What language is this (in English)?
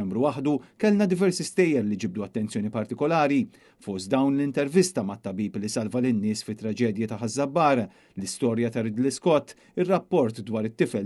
Maltese